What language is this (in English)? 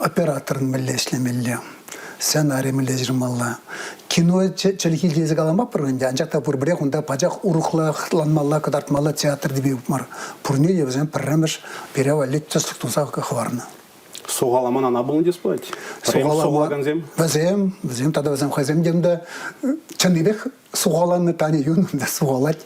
Chuvash